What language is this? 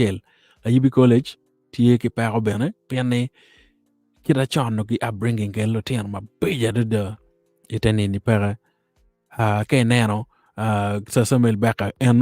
Acoli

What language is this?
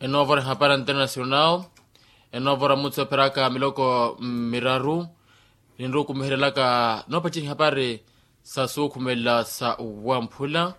Makhuwa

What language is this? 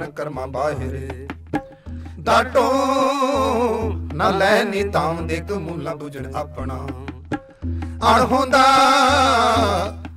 Punjabi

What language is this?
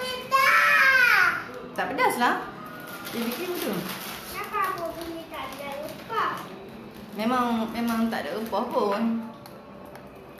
Malay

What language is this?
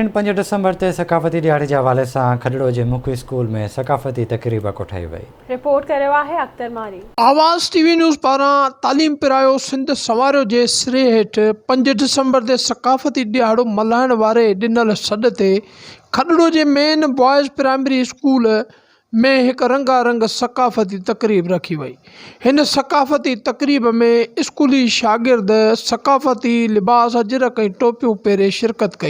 Sindhi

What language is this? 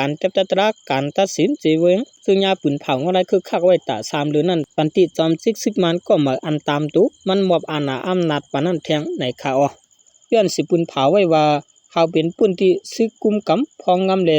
Shan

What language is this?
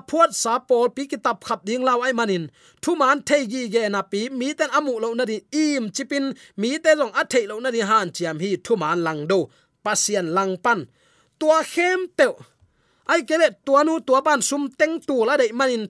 Tedim Chin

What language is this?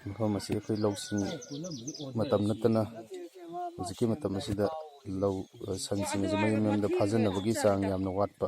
Manipuri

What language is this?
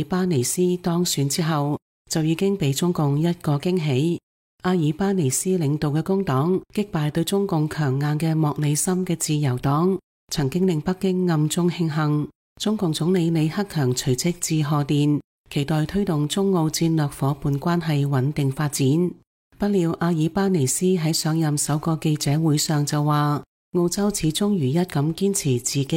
Cantonese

